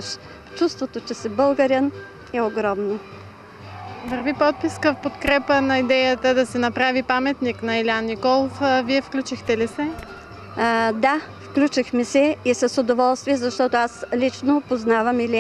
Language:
Bulgarian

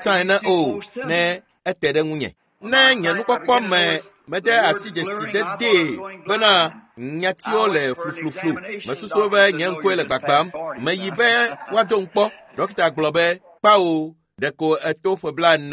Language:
Ewe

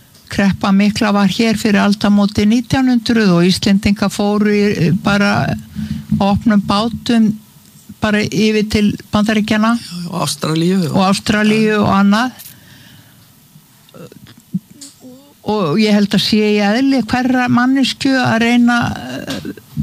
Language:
Icelandic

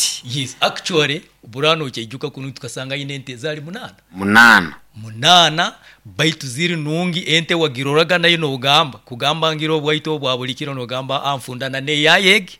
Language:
Nyoro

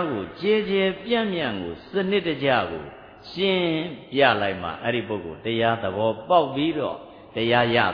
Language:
Burmese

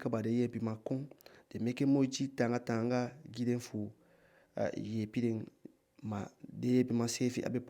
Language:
Eastern Maroon Creole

